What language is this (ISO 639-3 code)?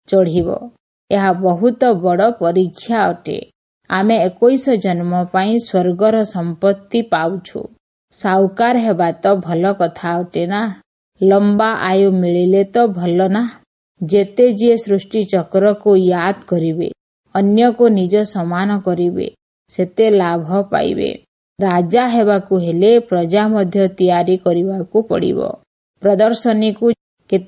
ori